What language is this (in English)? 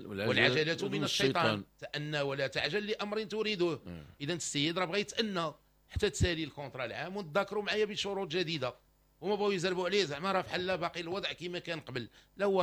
Moroccan Arabic